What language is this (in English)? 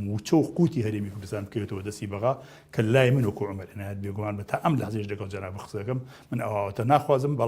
Central Kurdish